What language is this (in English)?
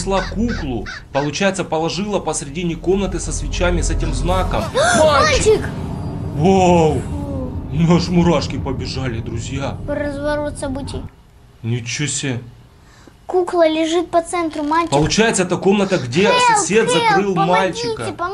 Russian